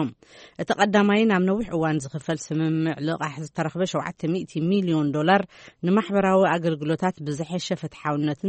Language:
Tigrinya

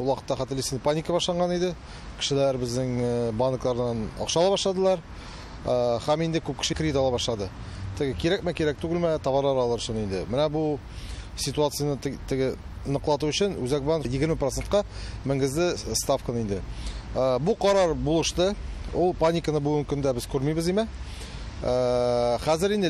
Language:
Tatar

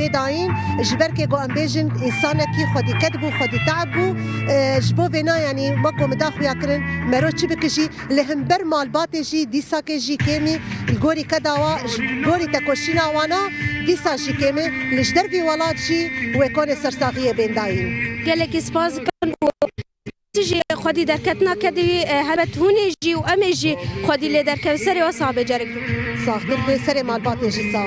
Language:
Kurdish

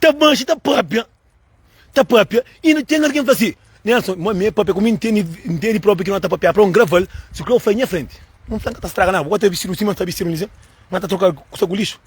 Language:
Kabuverdianu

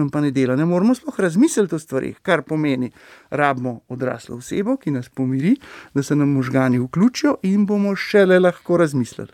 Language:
Slovenian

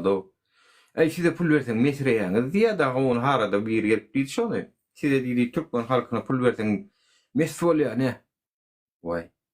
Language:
Turkmen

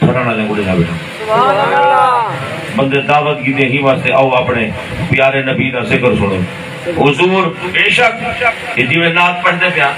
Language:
Saraiki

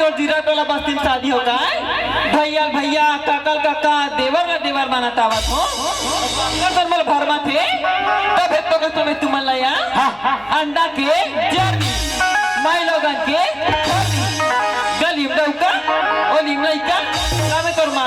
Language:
Chhattisgarhi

